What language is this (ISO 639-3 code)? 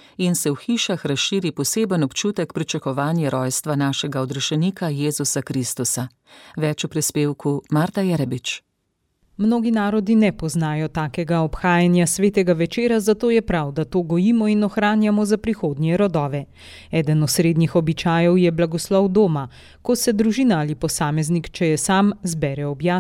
slv